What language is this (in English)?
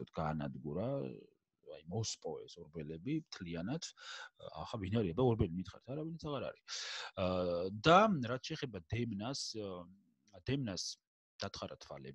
Georgian